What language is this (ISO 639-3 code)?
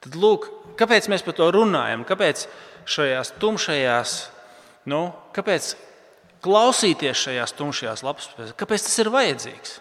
lav